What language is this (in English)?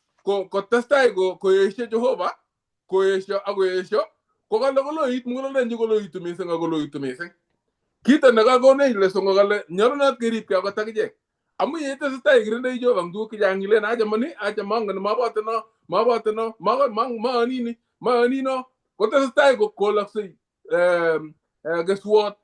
Kalenjin